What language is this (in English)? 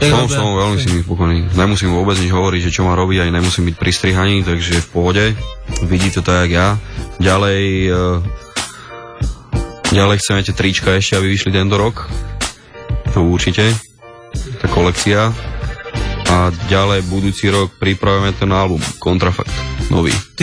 Slovak